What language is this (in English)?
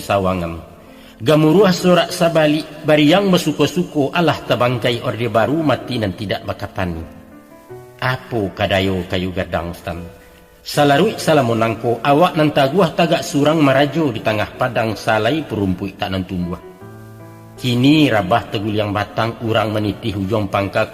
Minangkabau